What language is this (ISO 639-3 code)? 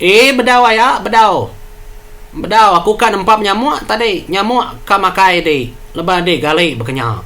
iba